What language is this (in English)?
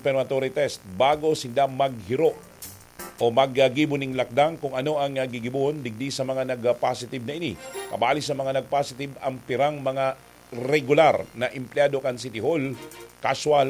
Bikol